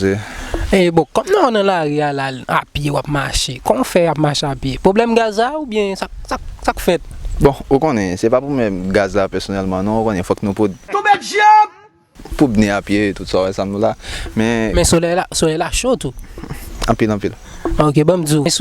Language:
Haitian Creole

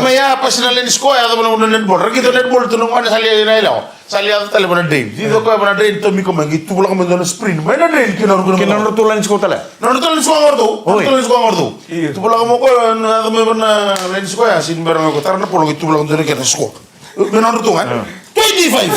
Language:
Fijian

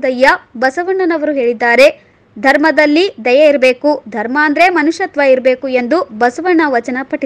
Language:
Kannada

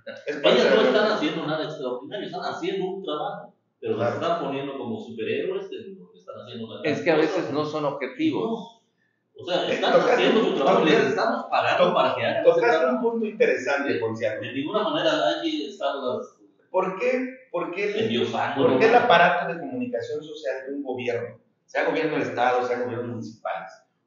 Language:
Spanish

